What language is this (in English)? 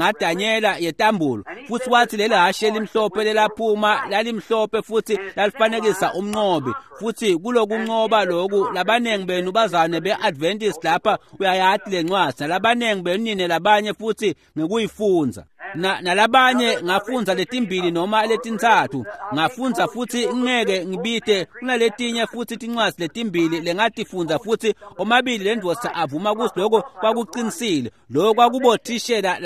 Swati